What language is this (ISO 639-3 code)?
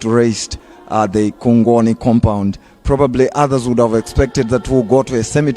nya